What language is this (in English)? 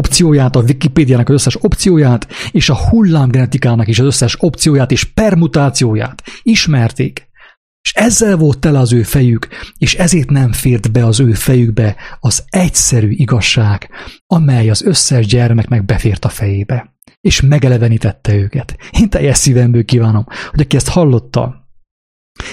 Hungarian